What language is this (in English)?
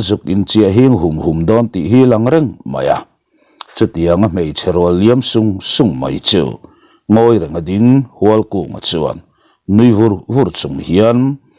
Mizo